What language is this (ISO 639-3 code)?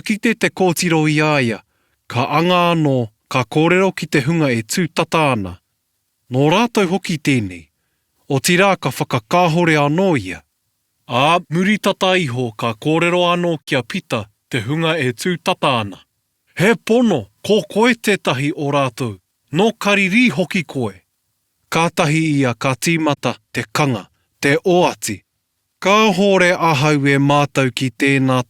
mri